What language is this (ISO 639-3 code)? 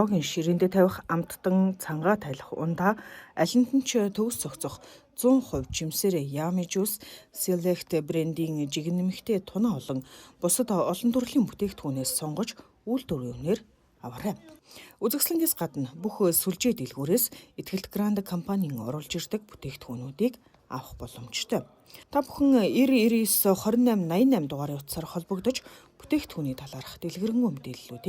mon